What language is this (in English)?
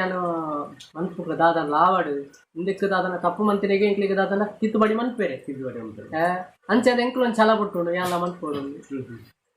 Tulu